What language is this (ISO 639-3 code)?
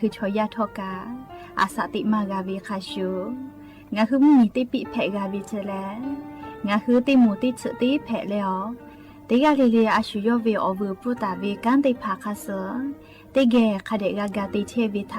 lhu